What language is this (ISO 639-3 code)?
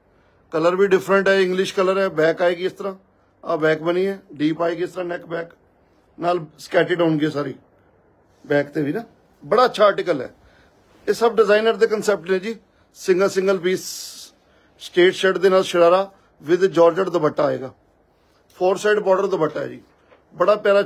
pan